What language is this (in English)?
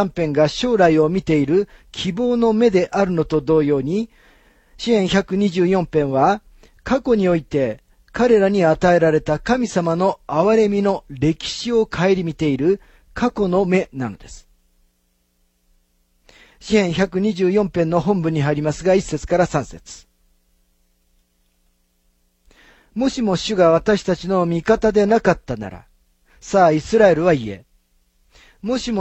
Japanese